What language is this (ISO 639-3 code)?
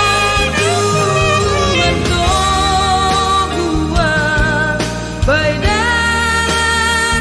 bts